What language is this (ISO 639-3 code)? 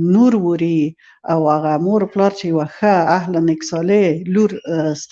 pus